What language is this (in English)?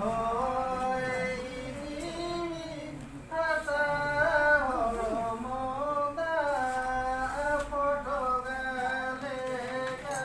Santali